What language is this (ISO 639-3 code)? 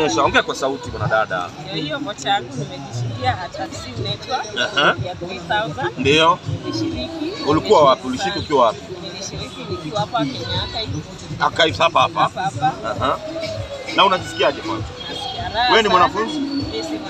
swa